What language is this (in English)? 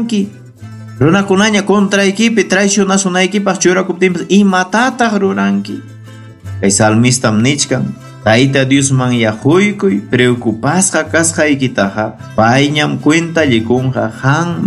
Ayacucho Quechua